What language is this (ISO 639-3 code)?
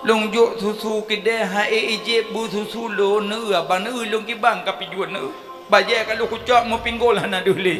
ace